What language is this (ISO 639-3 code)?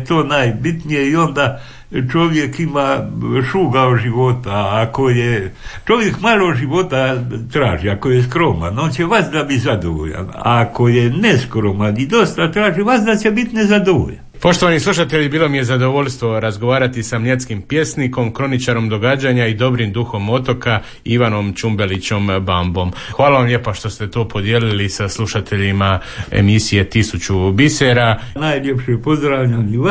hrv